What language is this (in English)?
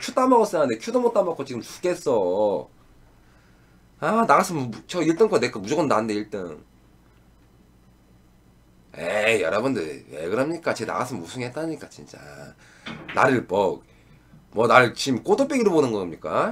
Korean